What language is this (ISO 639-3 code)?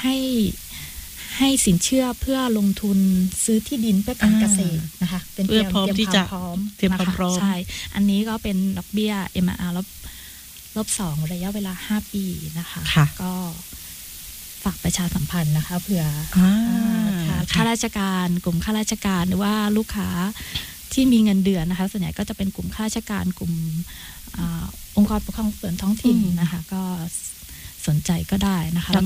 tha